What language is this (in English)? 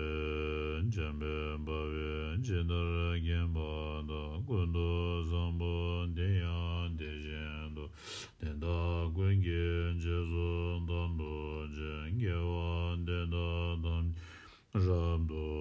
Tibetan